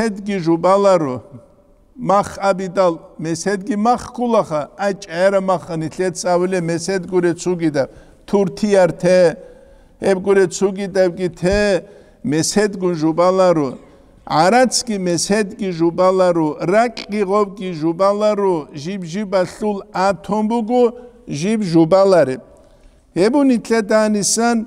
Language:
Avaric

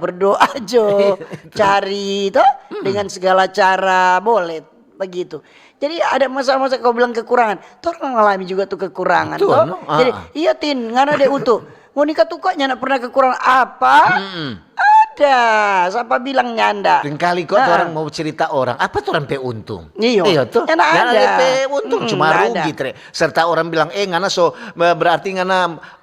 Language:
Manado Malay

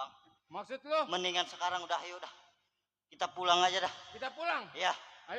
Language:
Betawi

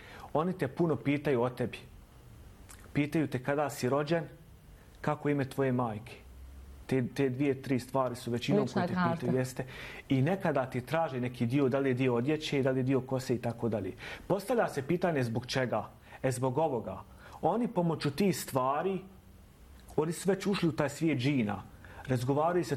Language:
Bosnian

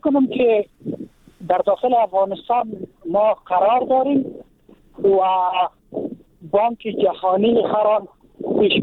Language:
Persian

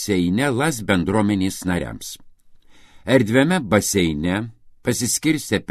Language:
Lithuanian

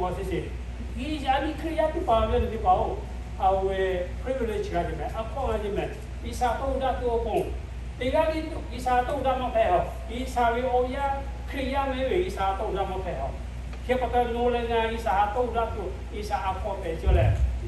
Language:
Lahu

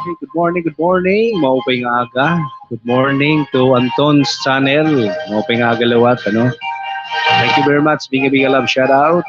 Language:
Waray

